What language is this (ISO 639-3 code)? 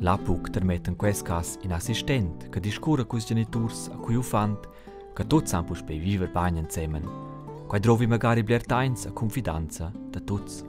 roh